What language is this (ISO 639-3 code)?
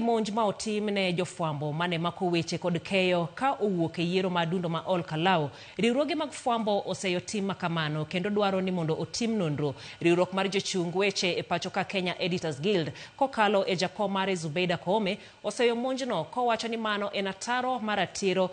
luo